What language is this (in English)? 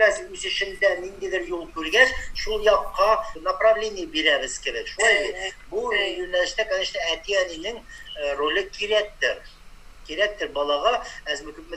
Tatar